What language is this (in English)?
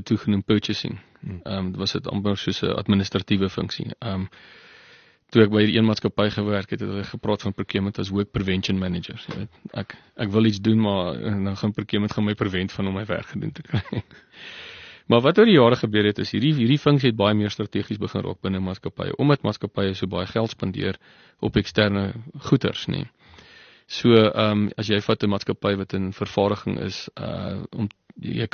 Afrikaans